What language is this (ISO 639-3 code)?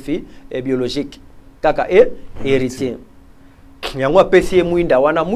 lin